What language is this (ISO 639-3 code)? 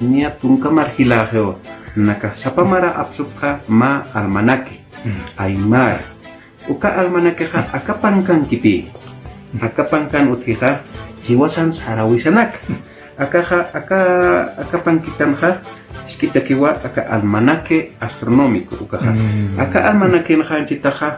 aym